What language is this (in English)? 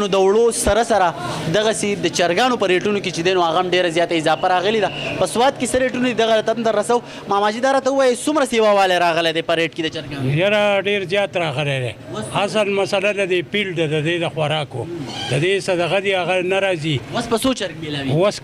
Pashto